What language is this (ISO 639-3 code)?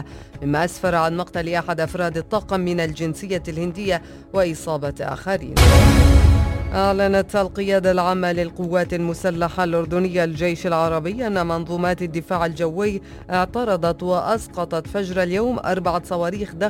ara